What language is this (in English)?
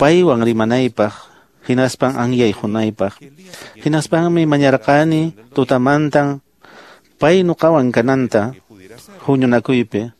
Quechua